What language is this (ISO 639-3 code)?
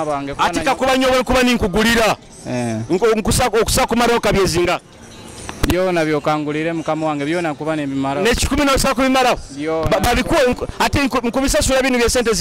nyo